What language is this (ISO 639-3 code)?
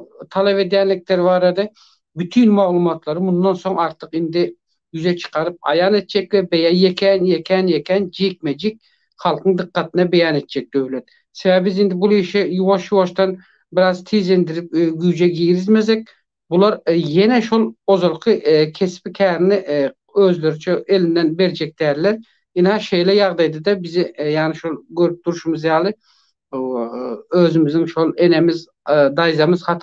tuk